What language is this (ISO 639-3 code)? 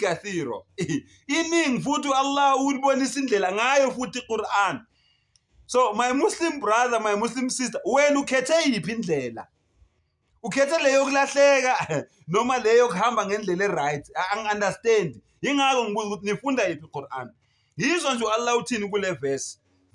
zul